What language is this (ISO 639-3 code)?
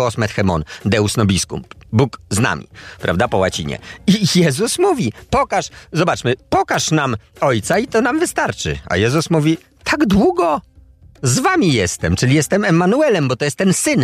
pol